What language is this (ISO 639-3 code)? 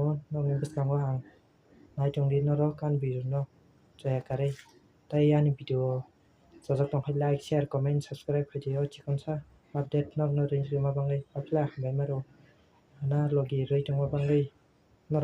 trp